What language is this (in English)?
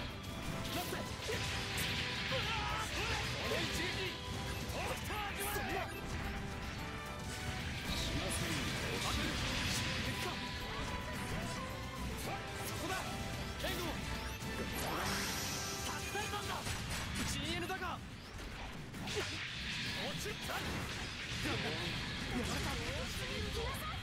Japanese